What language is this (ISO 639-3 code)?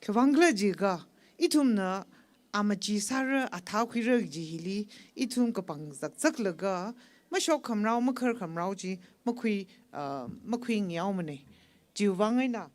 nmf